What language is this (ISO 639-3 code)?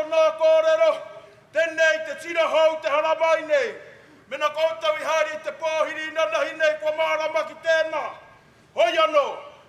mri